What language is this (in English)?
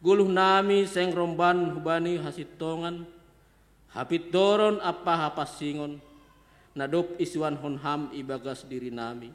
Batak Simalungun